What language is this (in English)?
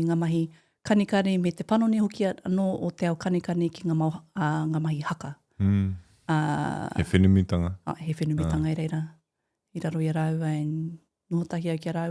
Māori